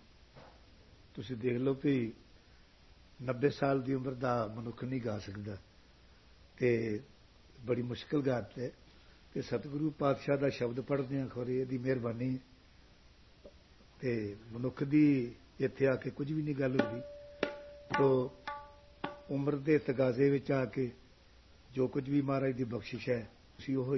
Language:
Punjabi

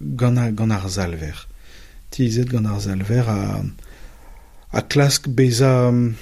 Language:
Breton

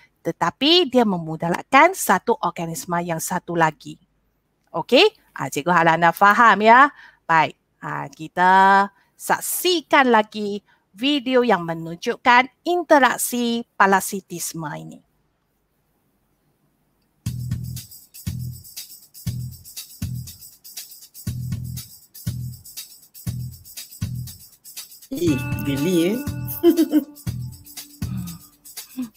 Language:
Malay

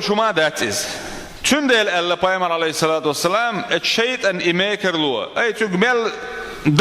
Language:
Chechen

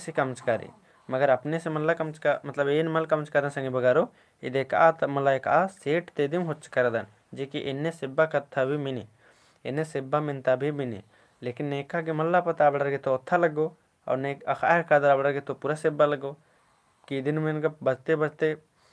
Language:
Kurukh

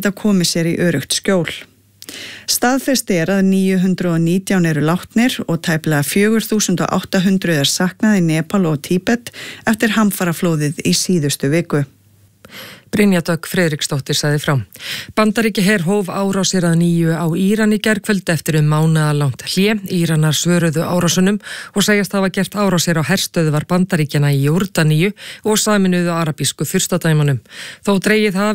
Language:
Icelandic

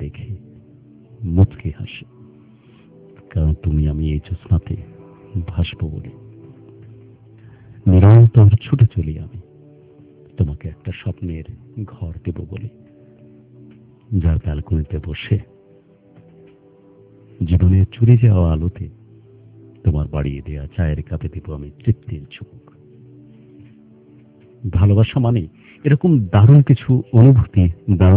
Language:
Bangla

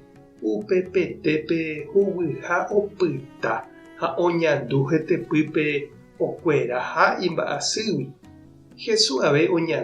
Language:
Guarani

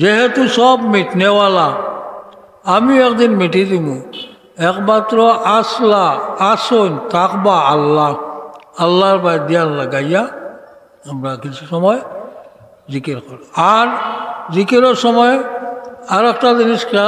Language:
Sylheti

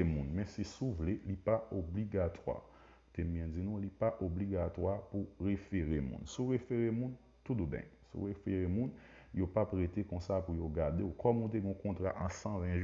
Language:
Haitian Creole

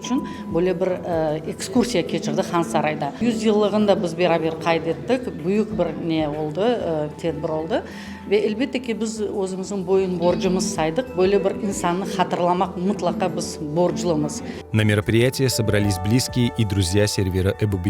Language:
Crimean Tatar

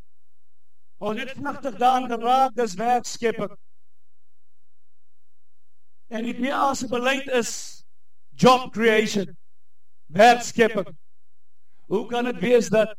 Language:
Afrikaans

